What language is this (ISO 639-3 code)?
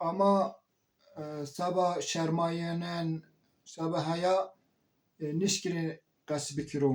zza